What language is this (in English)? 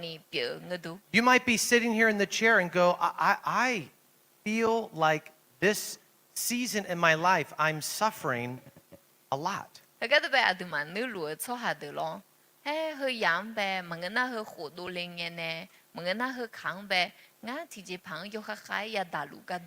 Akha